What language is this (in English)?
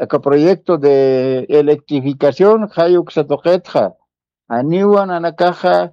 Aymara